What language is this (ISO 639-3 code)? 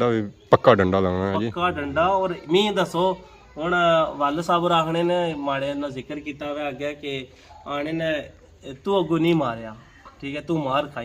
phr